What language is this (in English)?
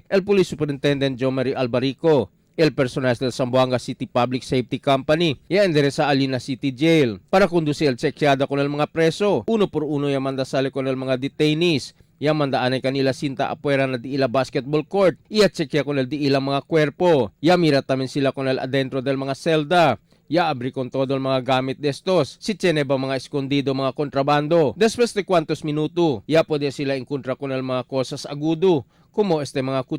Chavacano